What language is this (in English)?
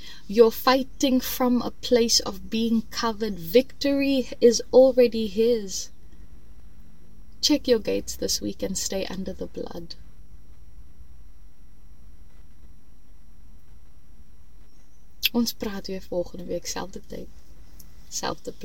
Afrikaans